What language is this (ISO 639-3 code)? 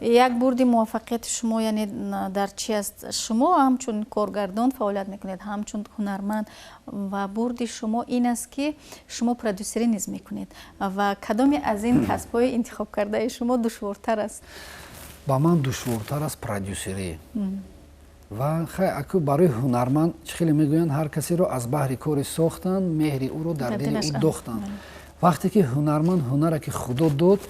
tgk